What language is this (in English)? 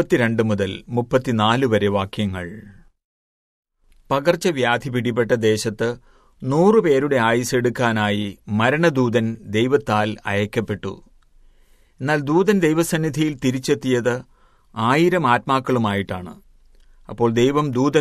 Malayalam